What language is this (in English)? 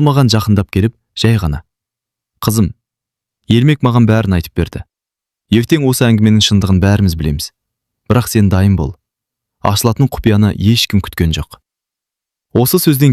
Kazakh